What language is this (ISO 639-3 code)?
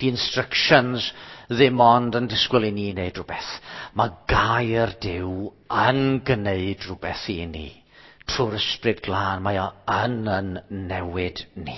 cym